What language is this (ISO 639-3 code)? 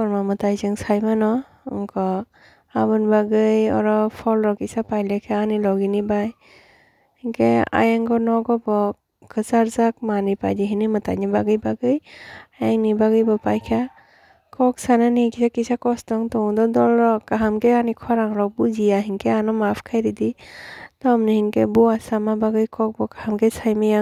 trp